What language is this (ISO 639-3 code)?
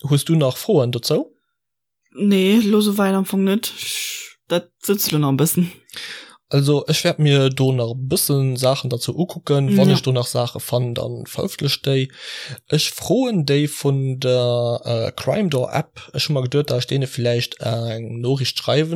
ltz